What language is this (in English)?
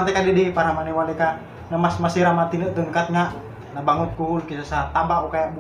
Bikol